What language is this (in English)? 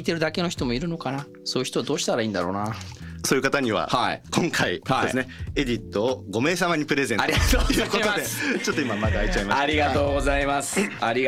Japanese